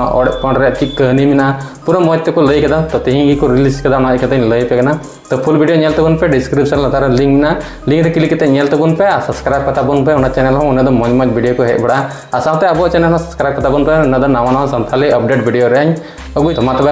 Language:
Santali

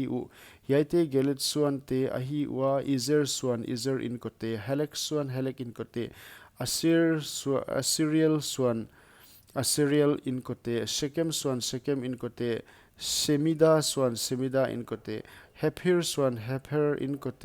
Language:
Paite Chin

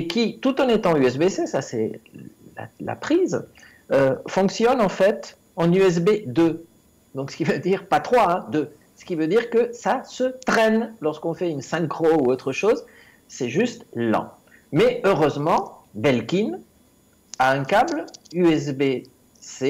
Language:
French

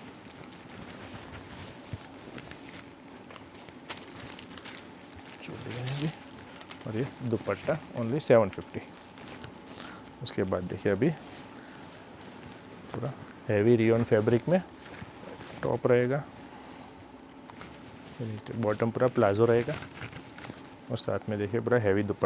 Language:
Hindi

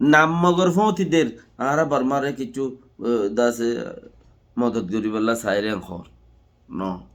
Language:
Rohingya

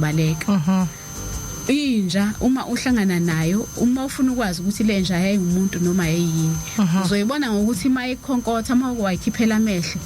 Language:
Zulu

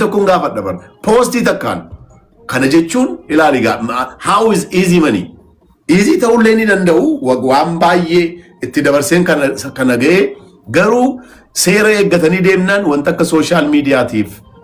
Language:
Oromo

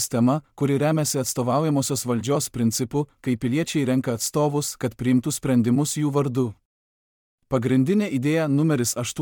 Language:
Lithuanian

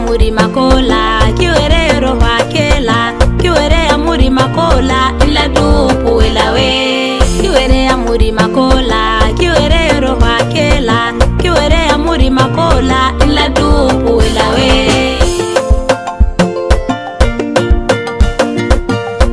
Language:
Swahili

